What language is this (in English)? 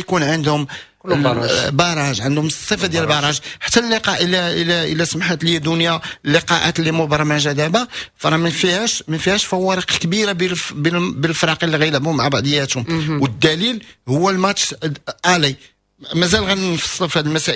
Moroccan Arabic